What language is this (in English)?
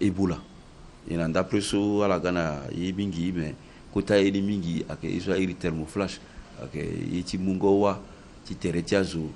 Sango